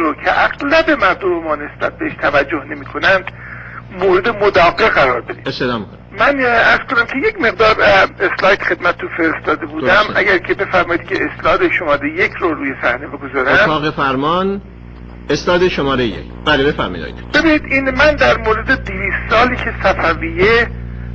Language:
Persian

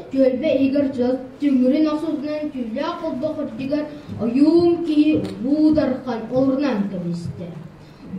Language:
Yakut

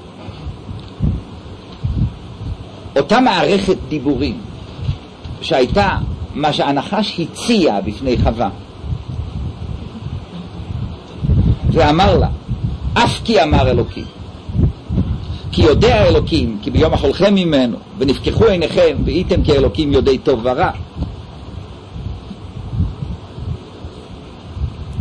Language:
Hebrew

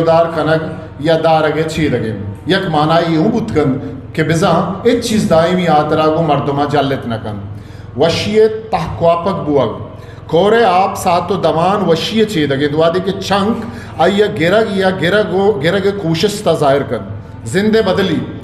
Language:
Eastern Balochi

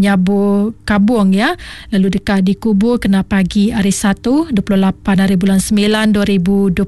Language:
Iban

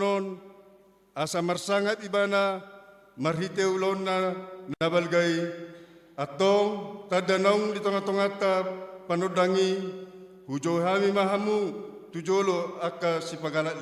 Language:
Batak Toba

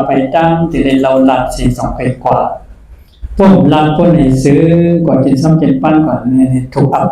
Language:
Shan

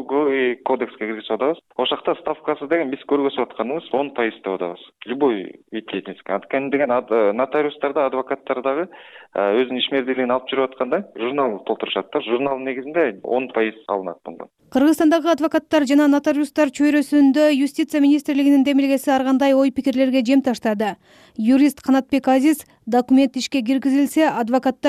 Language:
Kyrgyz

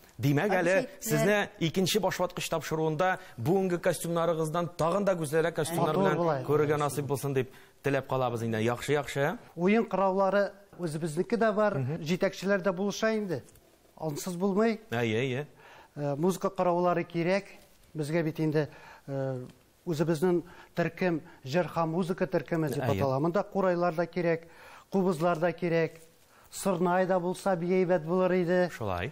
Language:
Tatar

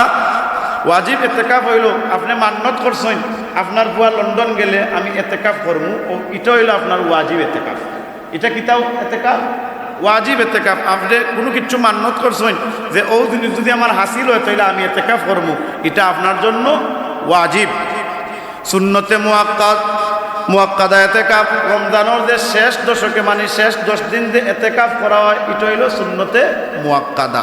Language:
Sylheti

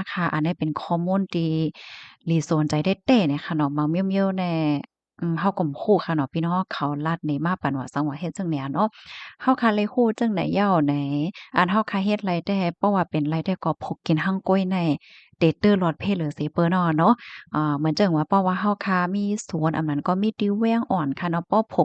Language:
Shan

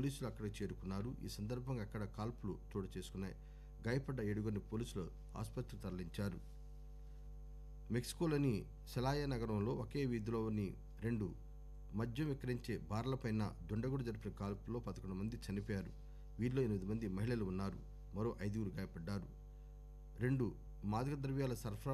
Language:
Telugu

